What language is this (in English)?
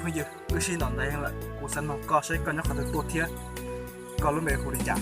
Hmong